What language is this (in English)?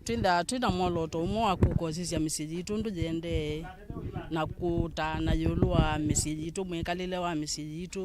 Kamba